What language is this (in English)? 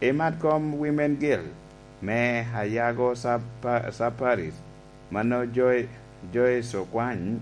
Lango (Uganda)